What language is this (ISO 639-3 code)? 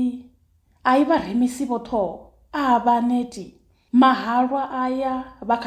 ven